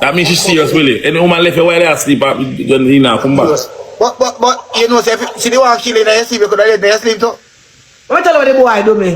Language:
Jamaican Creole English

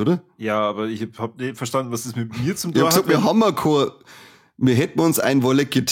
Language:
Bavarian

